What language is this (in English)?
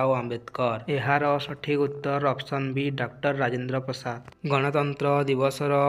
Odia